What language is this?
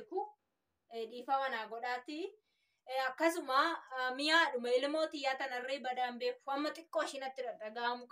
Oromo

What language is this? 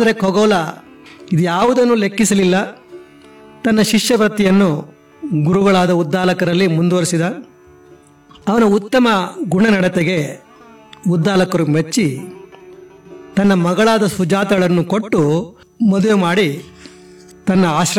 Kannada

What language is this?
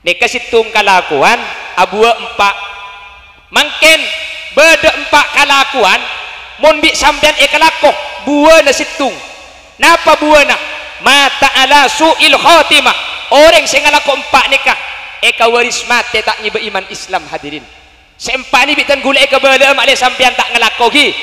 Madurese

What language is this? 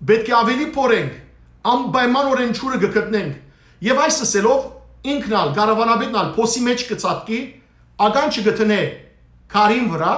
Western Armenian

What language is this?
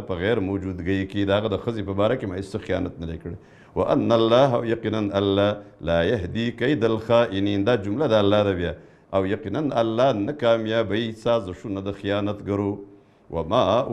Pashto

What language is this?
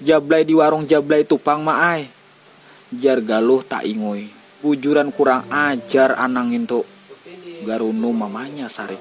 Banjar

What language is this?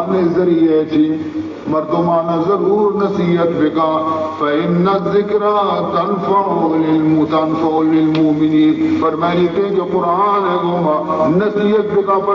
Baluchi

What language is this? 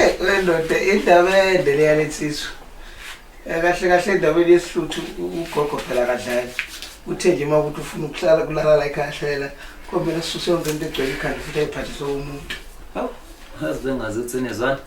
Zulu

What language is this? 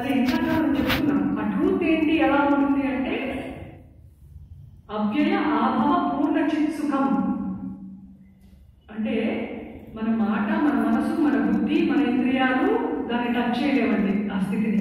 Telugu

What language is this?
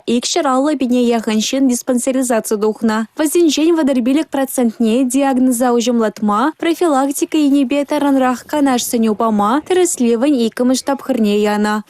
Chuvash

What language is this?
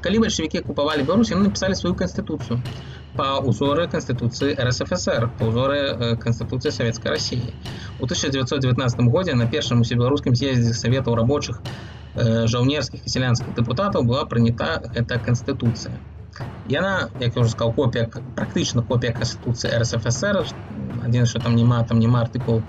Belarusian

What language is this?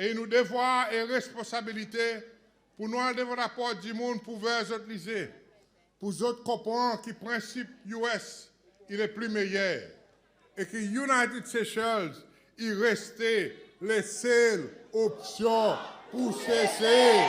Seselwa Creole French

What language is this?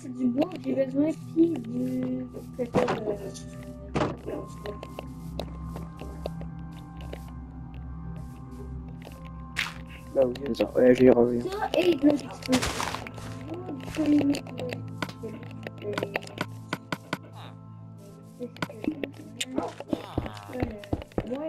French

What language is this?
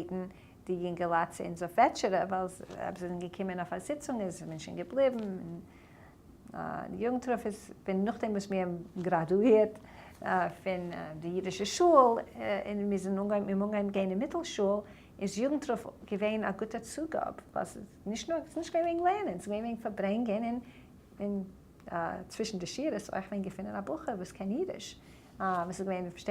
Yiddish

